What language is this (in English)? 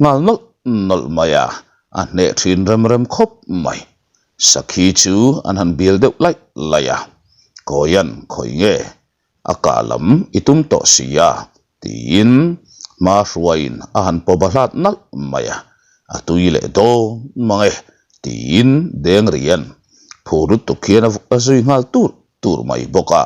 Mizo